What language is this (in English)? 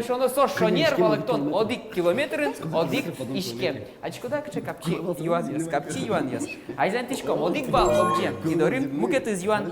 Udmurt